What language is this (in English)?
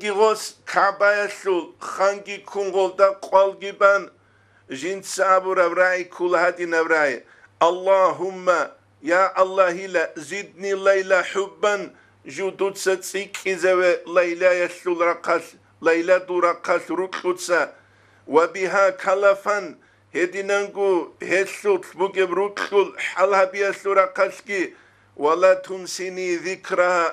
Avaric